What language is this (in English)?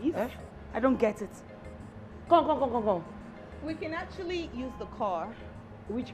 Nigerian Pidgin